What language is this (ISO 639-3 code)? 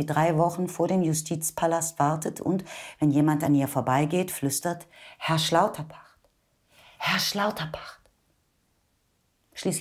deu